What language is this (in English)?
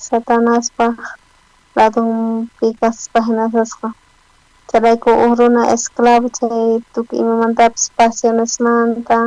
South Bolivian Quechua